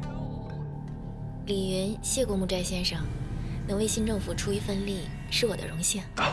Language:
Chinese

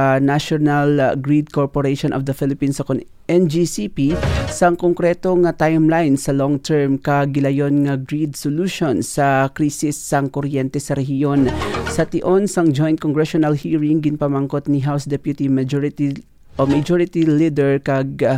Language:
Hiligaynon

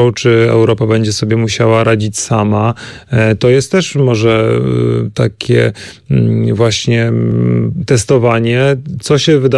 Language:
Polish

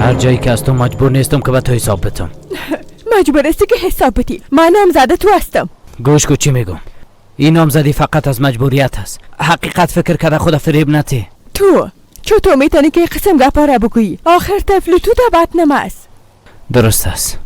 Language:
Persian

